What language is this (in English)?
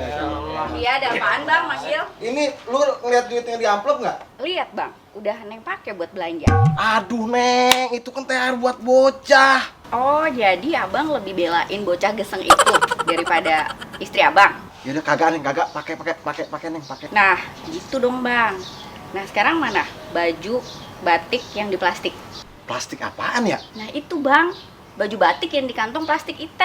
Betawi